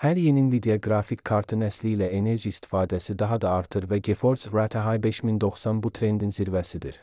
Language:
Azerbaijani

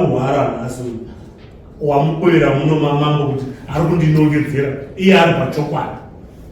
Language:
Shona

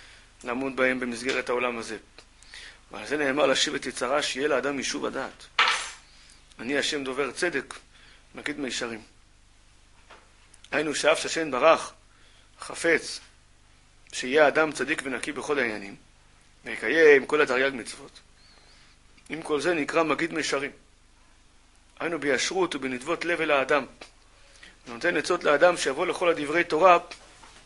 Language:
Hebrew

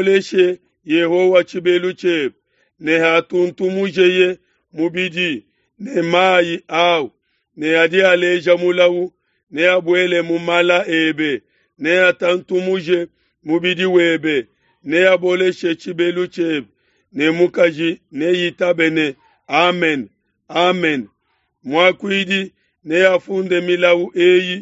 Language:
Luba-Lulua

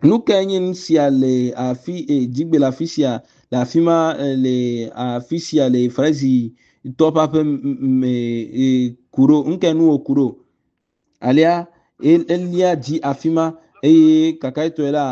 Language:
Ewe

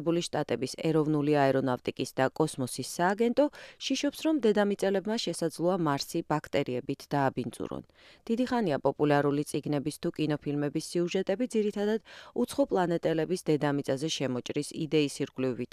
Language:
Georgian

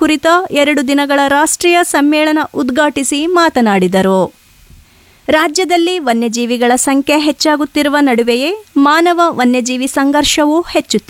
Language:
Kannada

